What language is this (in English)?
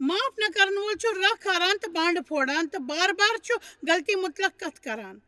Kashmiri